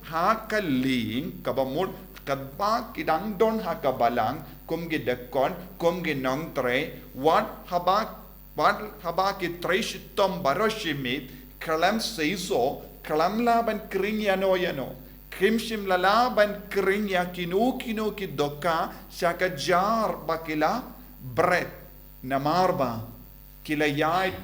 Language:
Khasi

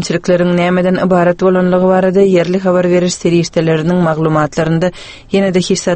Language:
Turkmen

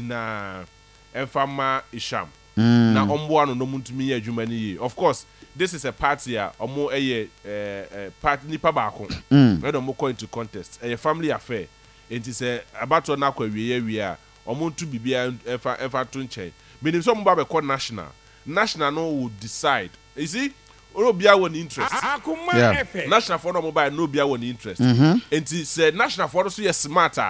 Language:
Akan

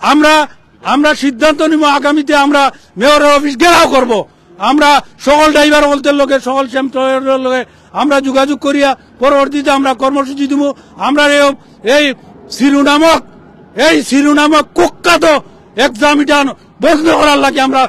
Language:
Sylheti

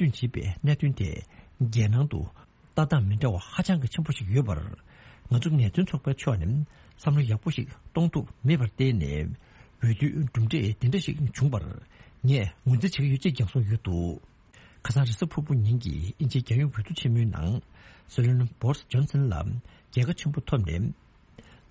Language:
Tibetan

